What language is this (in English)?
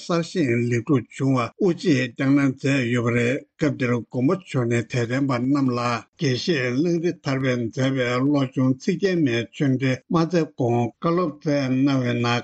Tibetan